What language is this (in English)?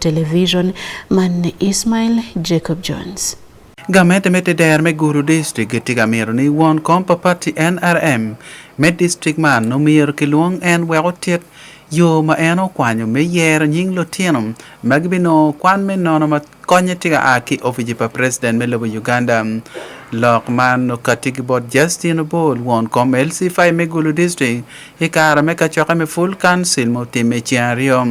Acoli